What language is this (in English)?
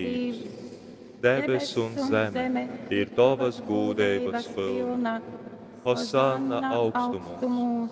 Latgalian